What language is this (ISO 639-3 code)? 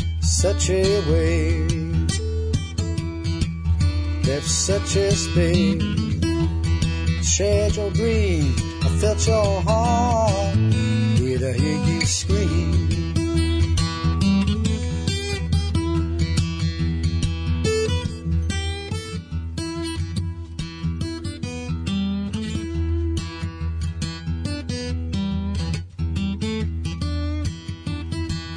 hun